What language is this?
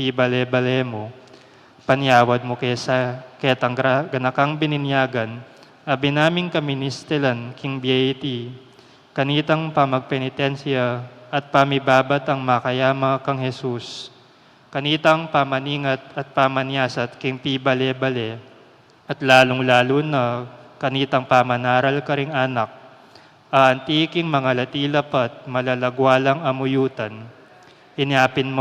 Pampanga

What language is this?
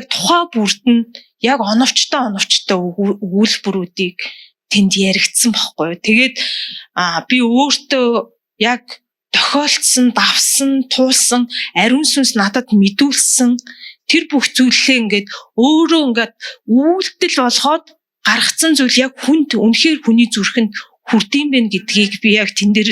Mongolian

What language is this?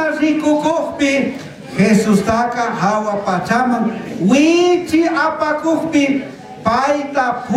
Chimborazo Highland Quichua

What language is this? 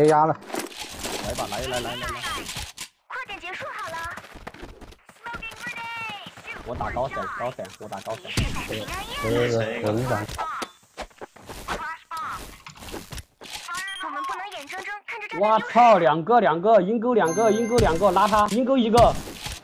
Chinese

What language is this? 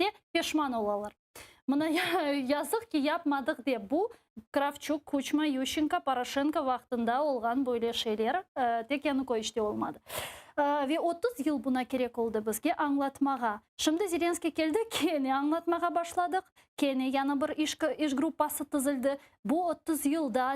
Crimean Tatar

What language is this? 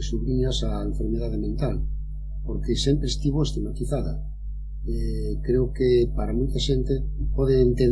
Galician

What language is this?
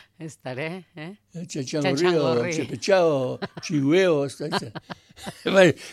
Basque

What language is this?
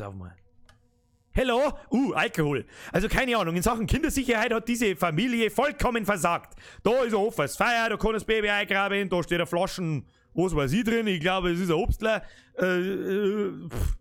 Bavarian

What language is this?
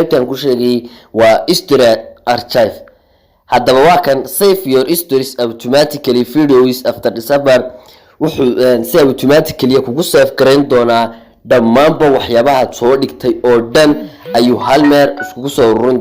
Somali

